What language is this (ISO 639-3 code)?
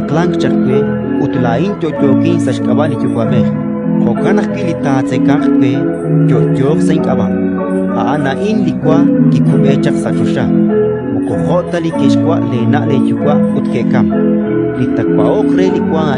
kek